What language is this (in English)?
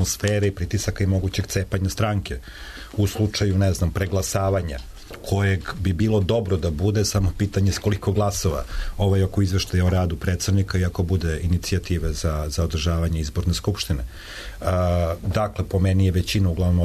Serbian